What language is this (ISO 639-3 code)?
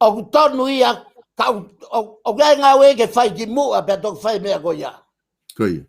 ton